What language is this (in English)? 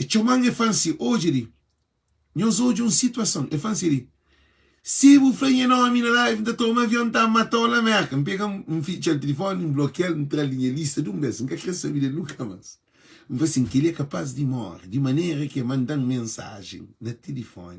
Kabuverdianu